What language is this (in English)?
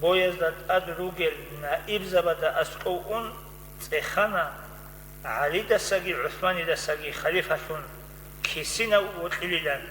Avaric